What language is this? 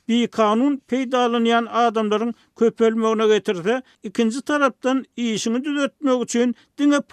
Turkmen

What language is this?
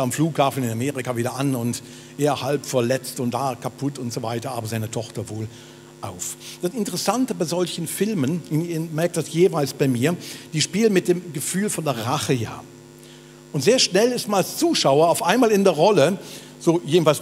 Swiss German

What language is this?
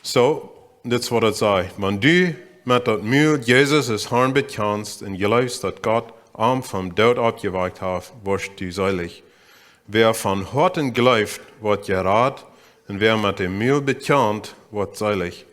Plautdietsch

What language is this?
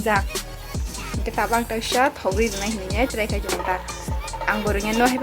Kok Borok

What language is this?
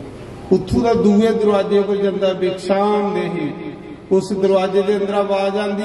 Dogri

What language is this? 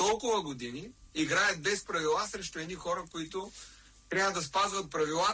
Bulgarian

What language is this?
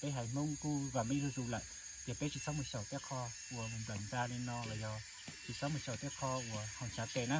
Hmong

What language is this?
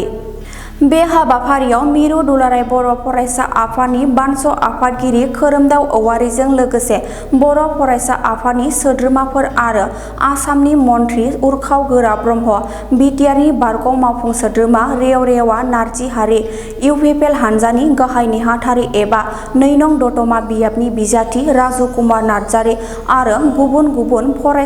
Bodo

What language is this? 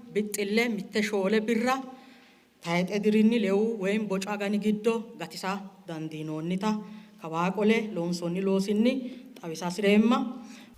Sidamo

